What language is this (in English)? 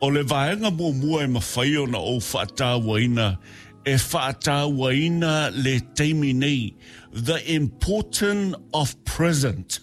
Samoan